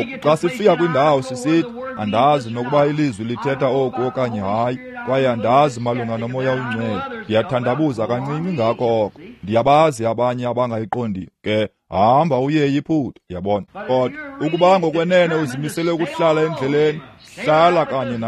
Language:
Xhosa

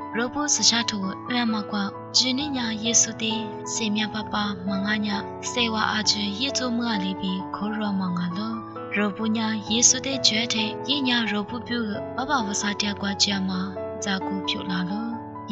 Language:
Lisu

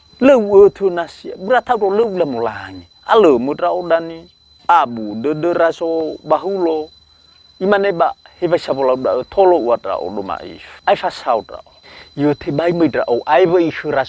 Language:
Nias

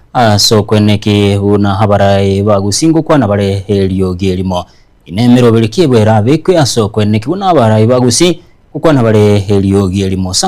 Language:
Gusii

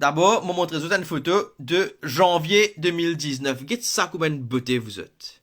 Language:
Morisyen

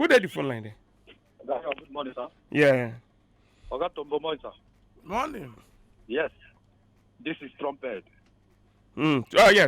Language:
Nigerian Pidgin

